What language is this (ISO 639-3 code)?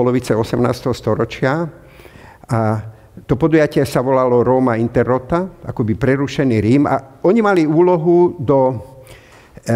slk